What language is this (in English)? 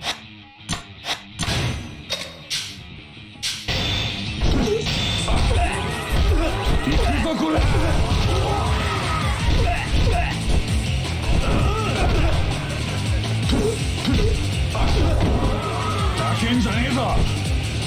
Japanese